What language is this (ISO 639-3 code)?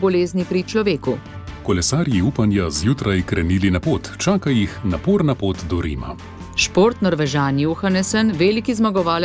slv